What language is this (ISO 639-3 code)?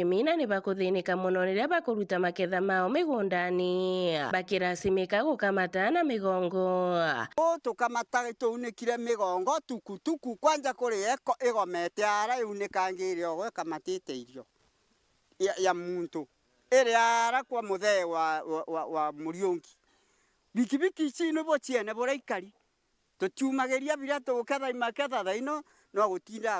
mer